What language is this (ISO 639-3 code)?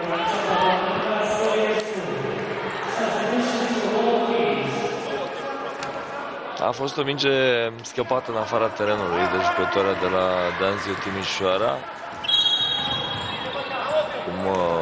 ron